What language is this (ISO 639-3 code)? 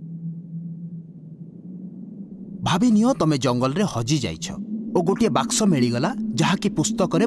ori